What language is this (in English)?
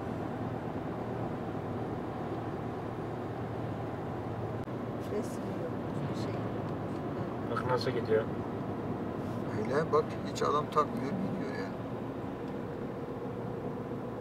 Turkish